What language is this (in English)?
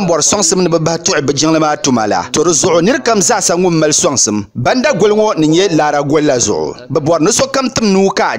Dagbani